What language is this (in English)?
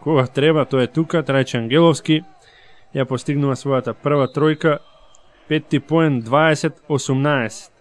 Macedonian